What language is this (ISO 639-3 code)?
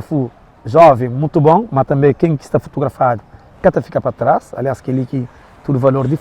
kea